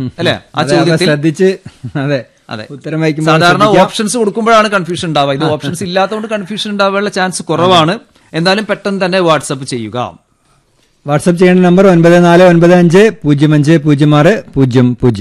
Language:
Malayalam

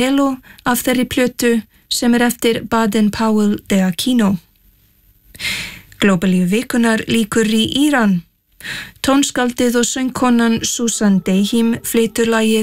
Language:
Icelandic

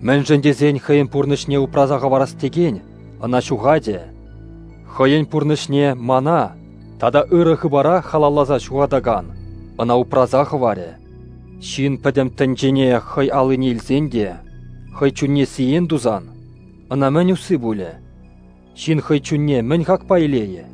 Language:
Chuvash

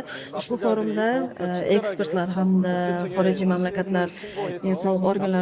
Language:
Uzbek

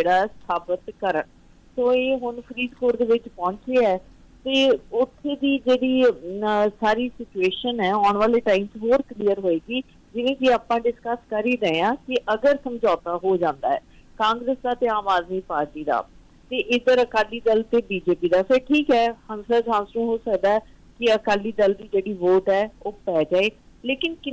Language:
Punjabi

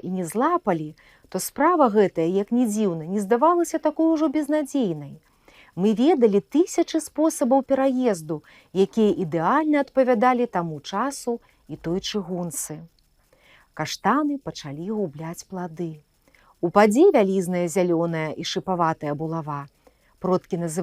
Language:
Belarusian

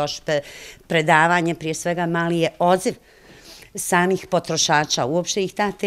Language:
Bosnian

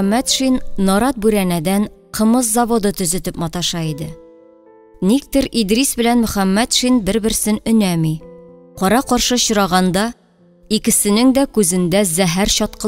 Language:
Tatar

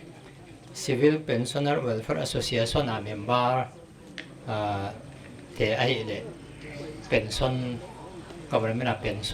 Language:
Paite Chin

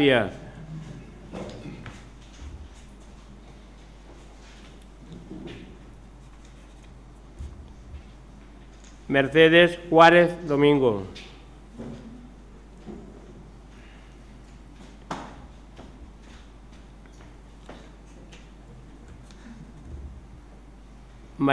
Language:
Catalan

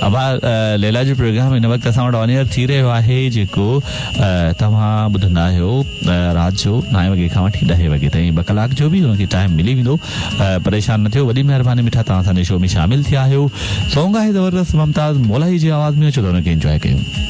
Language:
Sindhi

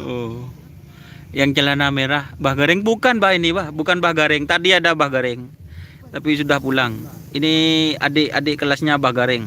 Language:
Madurese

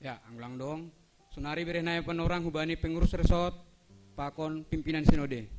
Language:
Batak Simalungun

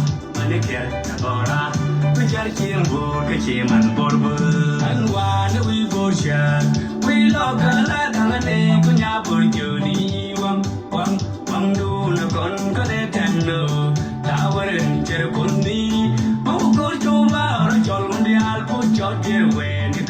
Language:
Nuer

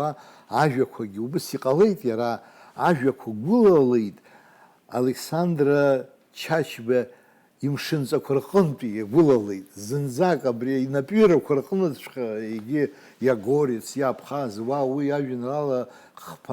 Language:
Abkhazian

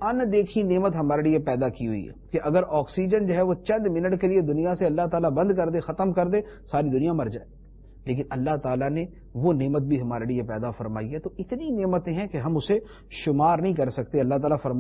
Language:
Urdu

